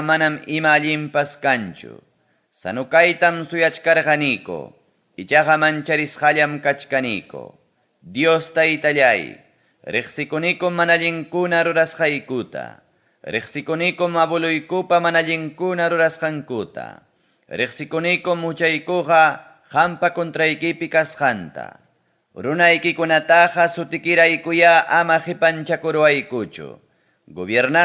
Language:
Ayacucho Quechua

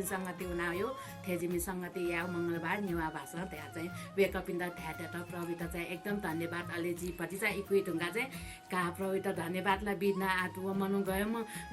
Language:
Newari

